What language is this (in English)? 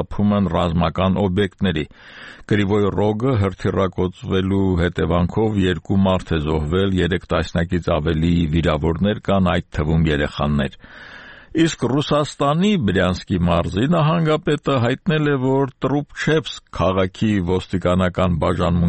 Armenian